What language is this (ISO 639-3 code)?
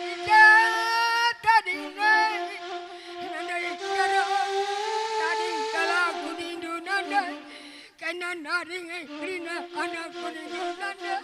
btx